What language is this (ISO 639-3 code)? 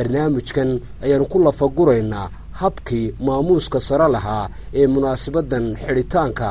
som